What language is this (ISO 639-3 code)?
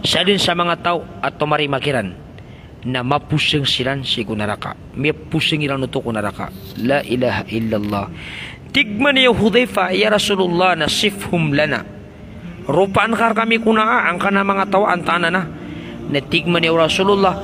mrw